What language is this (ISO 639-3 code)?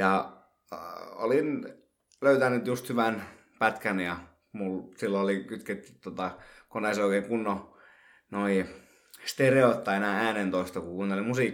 fin